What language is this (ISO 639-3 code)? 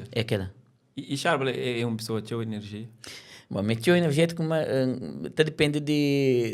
kea